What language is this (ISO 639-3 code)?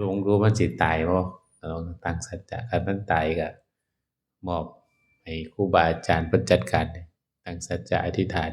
tts